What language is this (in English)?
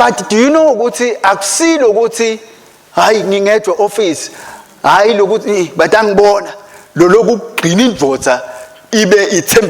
Swati